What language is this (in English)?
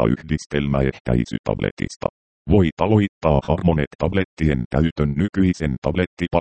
Finnish